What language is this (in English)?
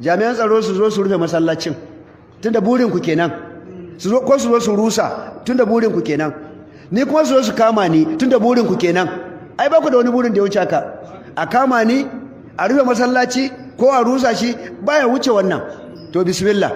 Hausa